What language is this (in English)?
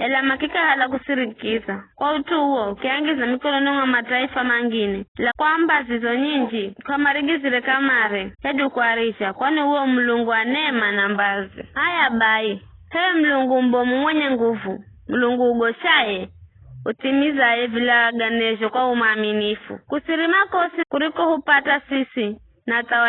Giryama